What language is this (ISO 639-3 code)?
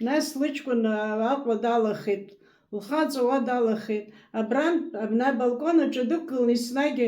abk